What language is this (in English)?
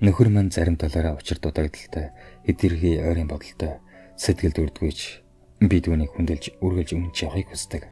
Mongolian